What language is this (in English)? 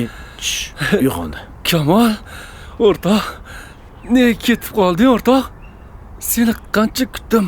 Uzbek